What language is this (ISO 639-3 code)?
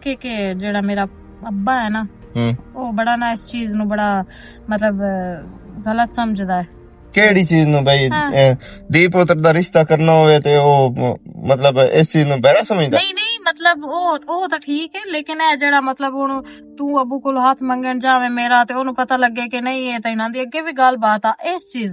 lah